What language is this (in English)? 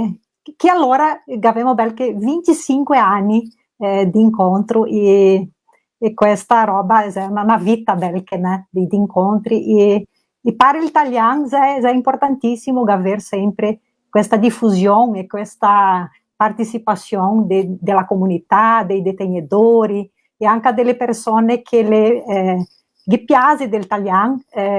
Venetian